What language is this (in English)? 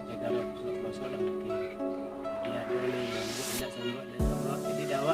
Minangkabau